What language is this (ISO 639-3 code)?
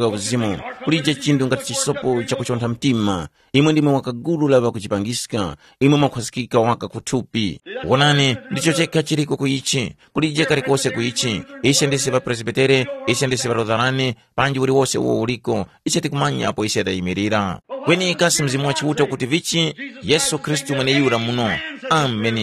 tum